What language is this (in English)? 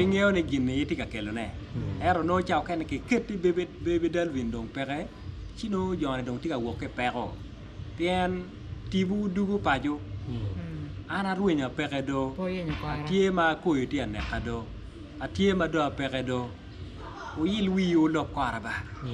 Acoli